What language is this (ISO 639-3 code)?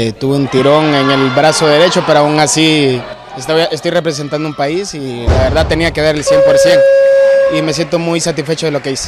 spa